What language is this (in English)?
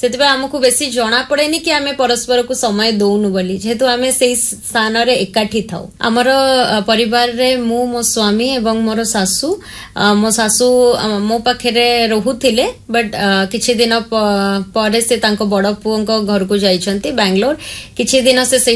Odia